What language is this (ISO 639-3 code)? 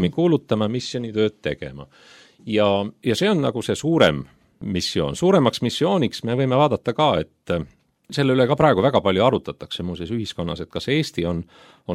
est